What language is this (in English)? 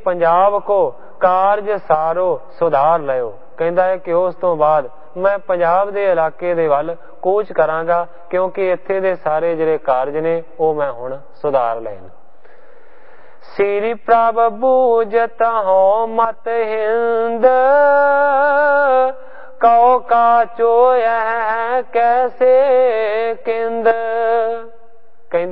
Punjabi